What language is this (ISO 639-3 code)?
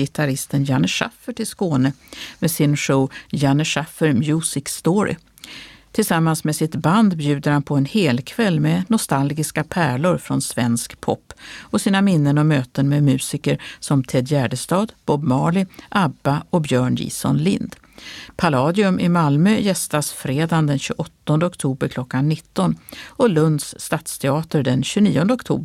swe